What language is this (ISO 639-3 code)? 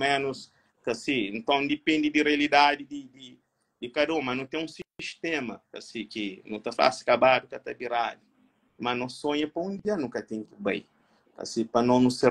kea